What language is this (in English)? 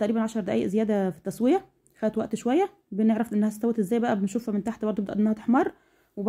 Egyptian Arabic